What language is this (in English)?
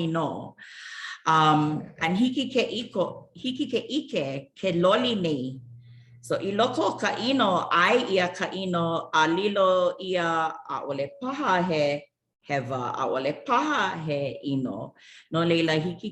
Hawaiian